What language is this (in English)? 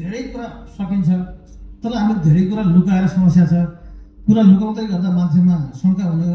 Nepali